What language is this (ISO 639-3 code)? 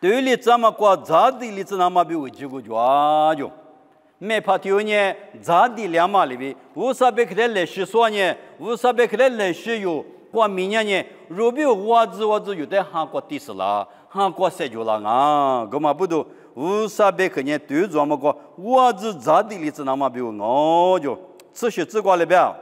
lis